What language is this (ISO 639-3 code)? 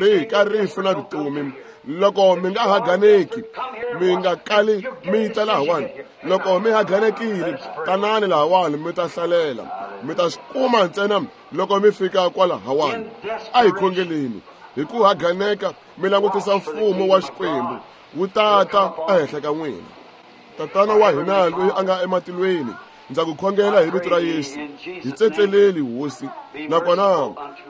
tso